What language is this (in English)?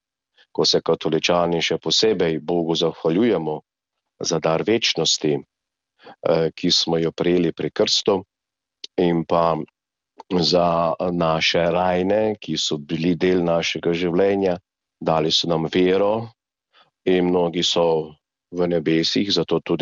Slovenian